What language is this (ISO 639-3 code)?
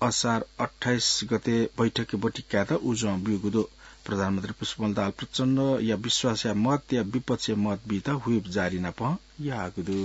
new